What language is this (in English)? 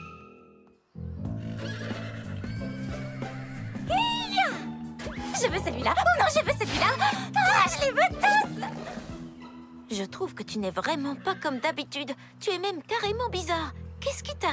French